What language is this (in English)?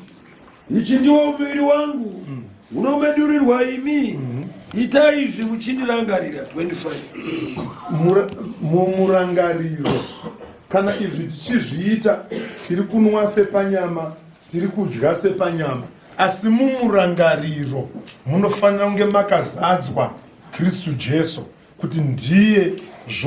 Shona